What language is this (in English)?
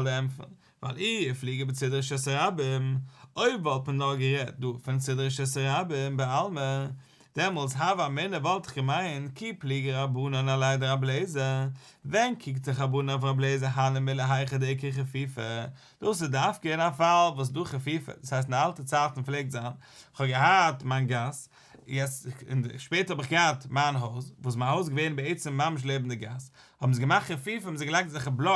Yiddish